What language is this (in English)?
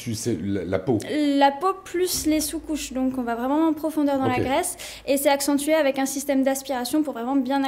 French